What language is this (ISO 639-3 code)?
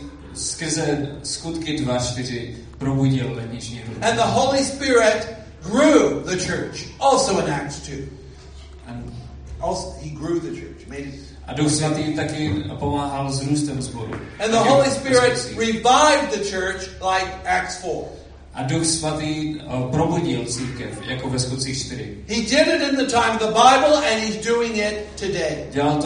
ces